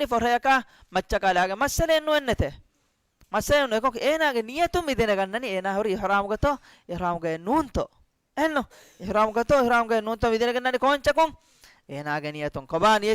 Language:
Divehi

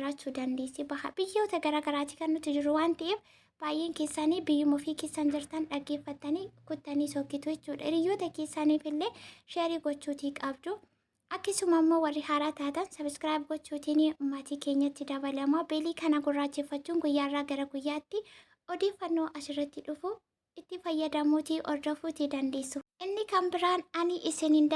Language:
Oromo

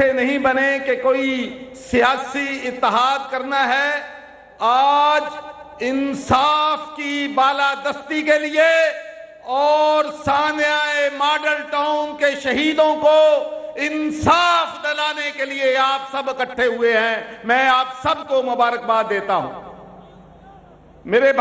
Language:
Urdu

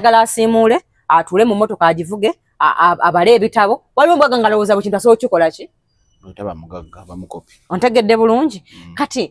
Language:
Ganda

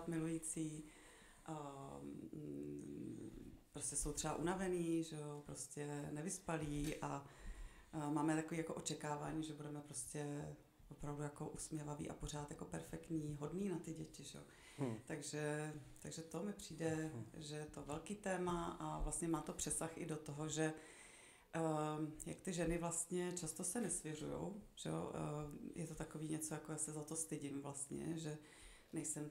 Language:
Czech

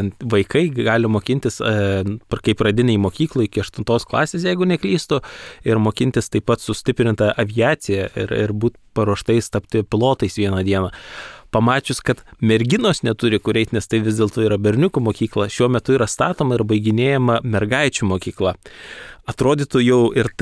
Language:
Lithuanian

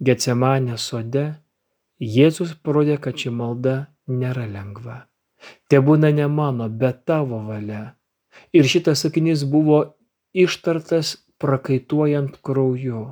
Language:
Lithuanian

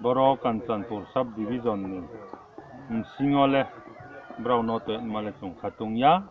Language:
Riang (India)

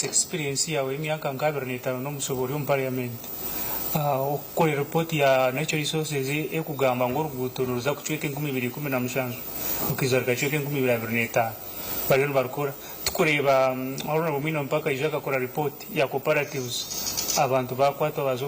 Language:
Nyankole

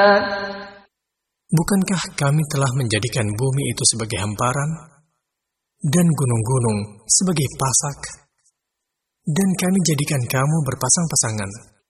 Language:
Indonesian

